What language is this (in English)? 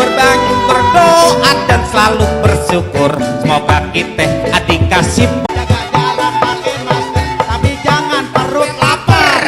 Betawi